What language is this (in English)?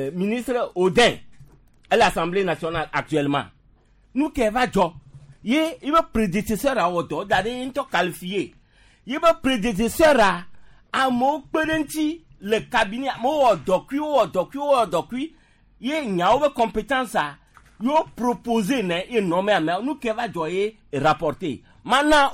Gen